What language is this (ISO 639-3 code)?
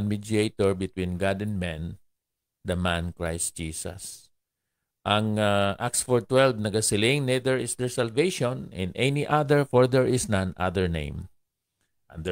hil